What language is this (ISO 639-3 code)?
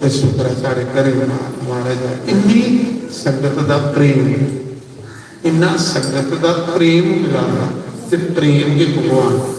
doi